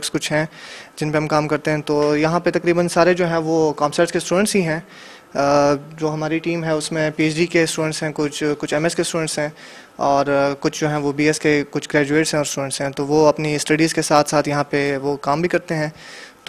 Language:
Urdu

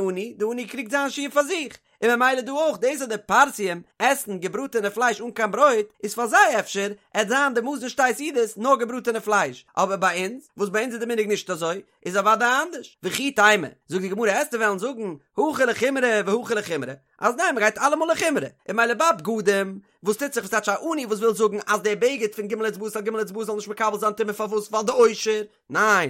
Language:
Yiddish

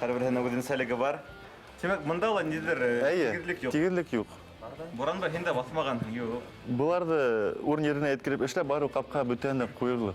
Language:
Bashkir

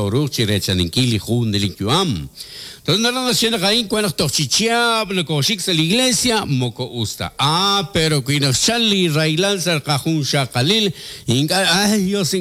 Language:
Kekchí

